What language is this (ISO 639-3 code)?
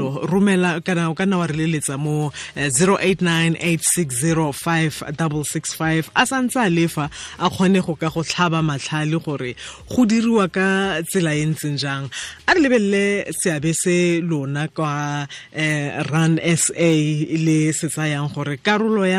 tsn